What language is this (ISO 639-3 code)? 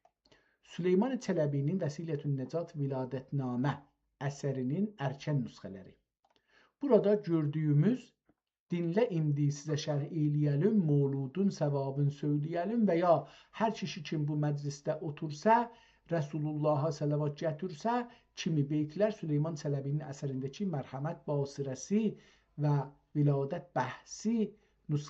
azb